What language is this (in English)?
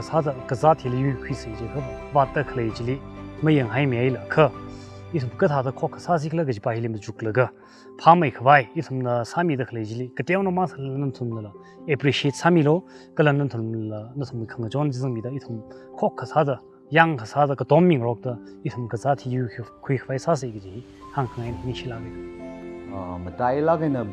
Tangkhul Naga (India)